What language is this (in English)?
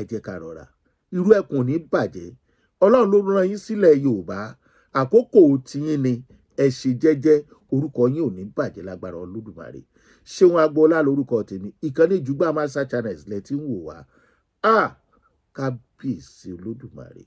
Yoruba